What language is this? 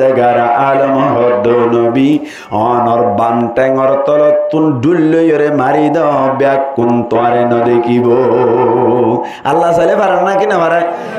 Rohingya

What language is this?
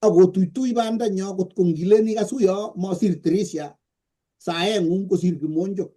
Kalenjin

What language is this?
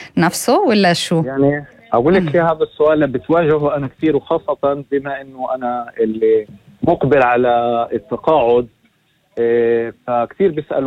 North Levantine Arabic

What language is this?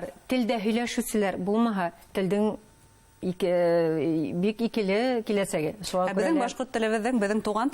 Bashkir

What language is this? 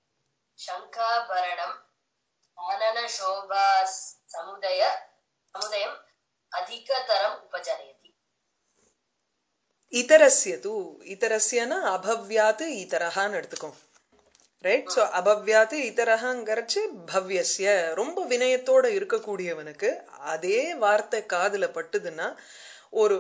Tamil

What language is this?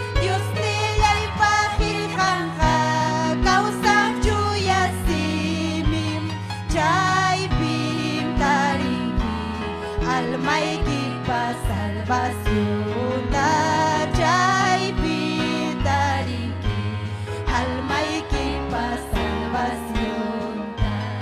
Ayacucho Quechua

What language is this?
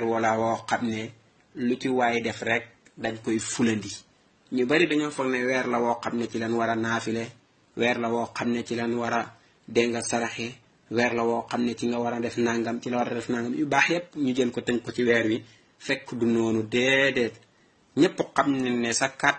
Wolof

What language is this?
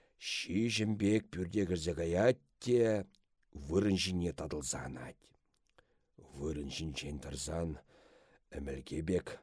Chuvash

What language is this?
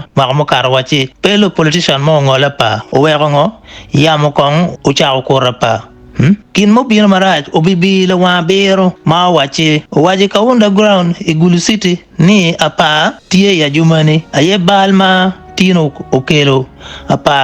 Acoli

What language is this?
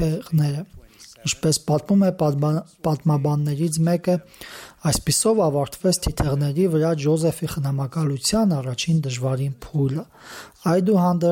Armenian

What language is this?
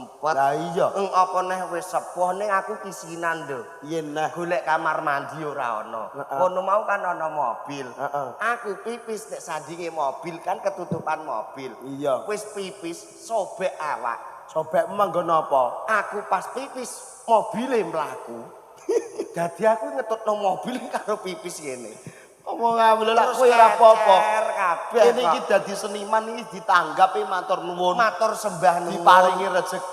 Javanese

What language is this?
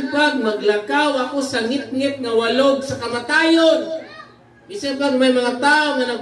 Cebuano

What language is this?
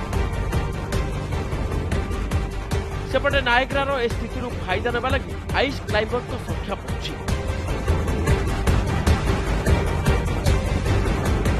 Odia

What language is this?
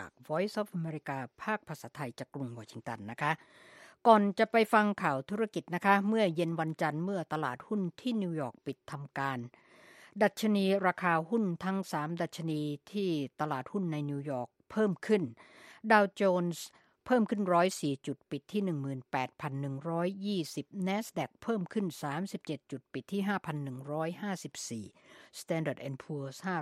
Thai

